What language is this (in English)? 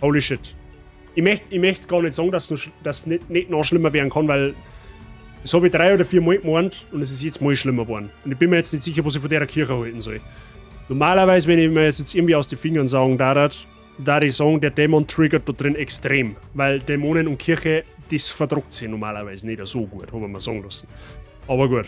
Bavarian